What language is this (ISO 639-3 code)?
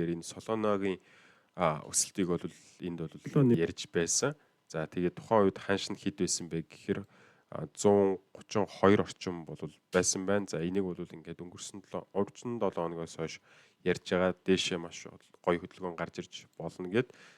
mon